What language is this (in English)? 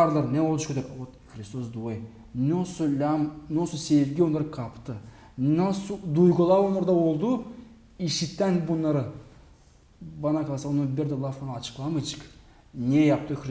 Gagauz